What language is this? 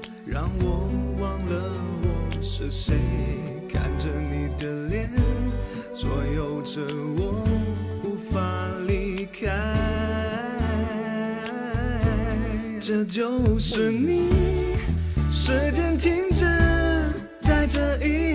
Chinese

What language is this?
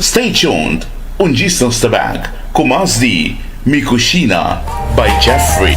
Papiamento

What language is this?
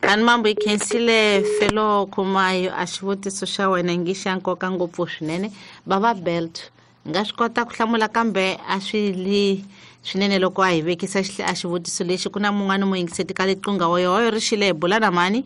Tsonga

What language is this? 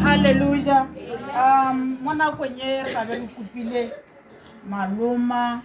Tswana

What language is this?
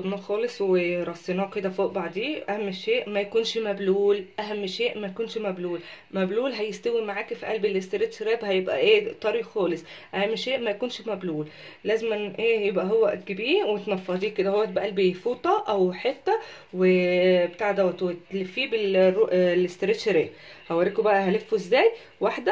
Egyptian Arabic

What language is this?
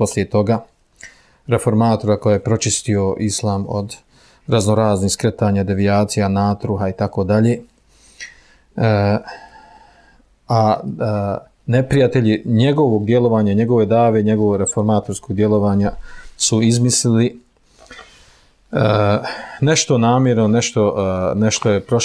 Bosnian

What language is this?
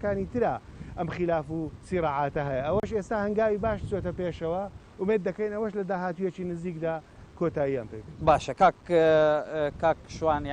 Central Kurdish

